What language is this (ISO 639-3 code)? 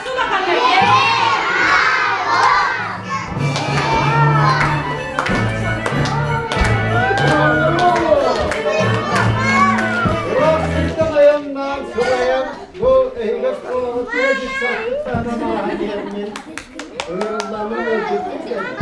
sah